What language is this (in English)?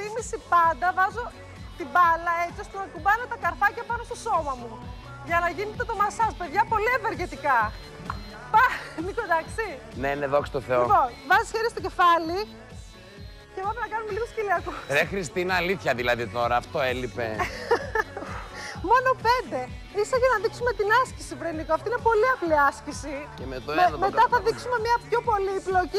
Greek